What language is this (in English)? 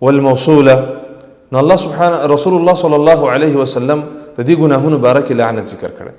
Pashto